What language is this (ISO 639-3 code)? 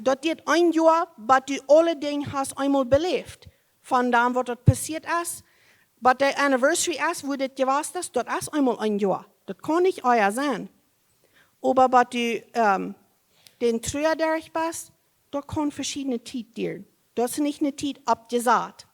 pdt